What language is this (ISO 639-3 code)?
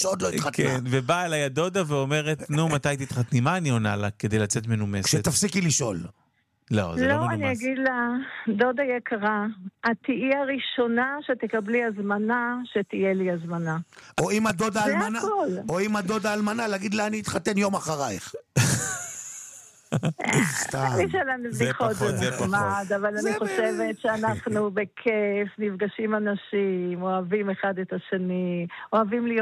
heb